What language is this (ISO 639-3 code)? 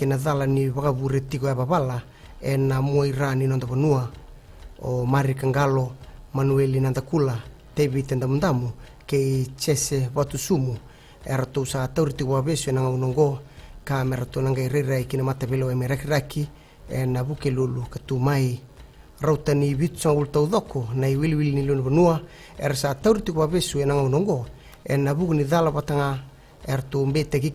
fij